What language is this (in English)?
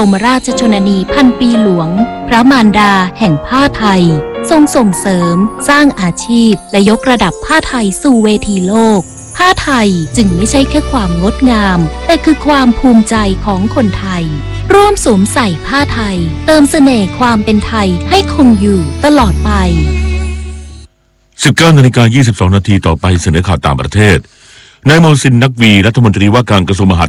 Thai